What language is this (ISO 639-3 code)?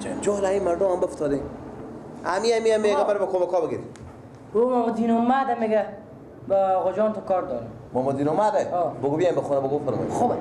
fas